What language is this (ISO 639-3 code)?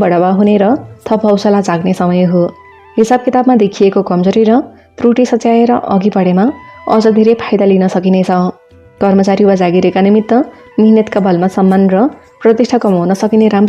nep